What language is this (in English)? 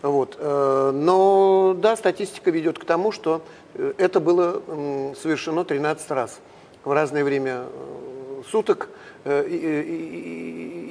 Russian